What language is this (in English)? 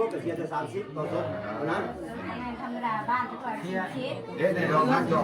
Northeastern Thai